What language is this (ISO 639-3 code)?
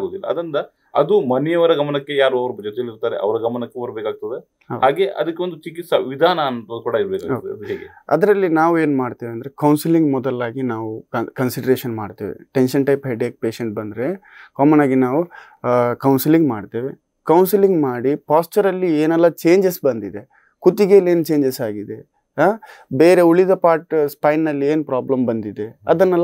kan